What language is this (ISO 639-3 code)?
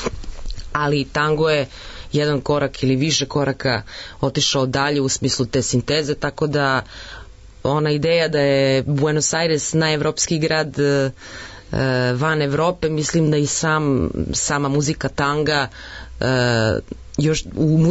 srp